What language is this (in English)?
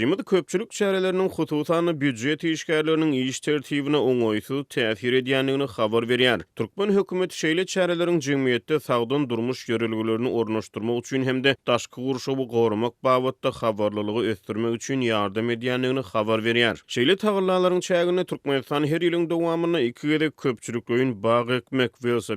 Turkmen